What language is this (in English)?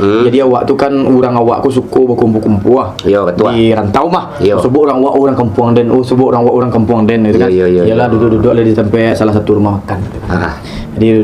Minangkabau